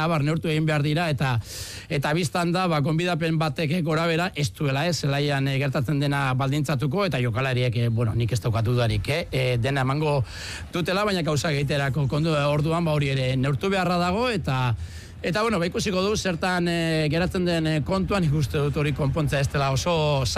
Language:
Basque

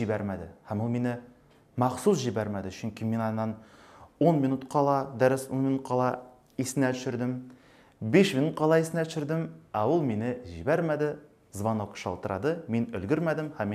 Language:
Tatar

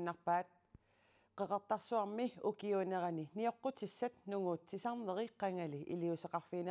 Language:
Kalaallisut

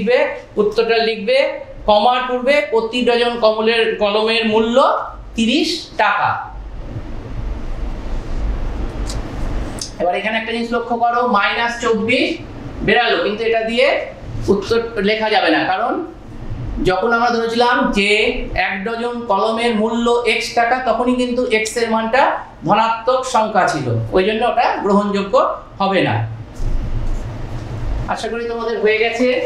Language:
Bangla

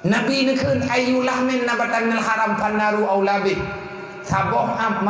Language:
Achinese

